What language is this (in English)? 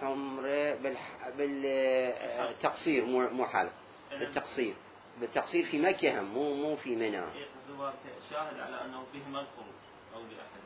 Mesopotamian Arabic